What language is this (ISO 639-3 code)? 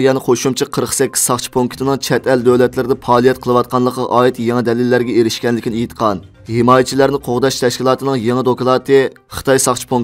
uig